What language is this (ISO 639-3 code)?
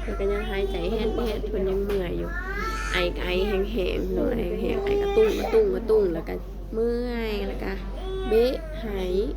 tts